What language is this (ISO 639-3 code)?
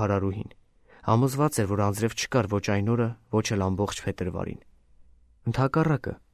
hye